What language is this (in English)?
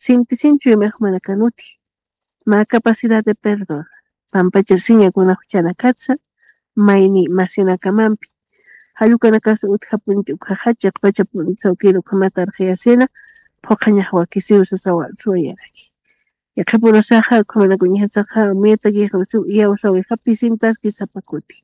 Aymara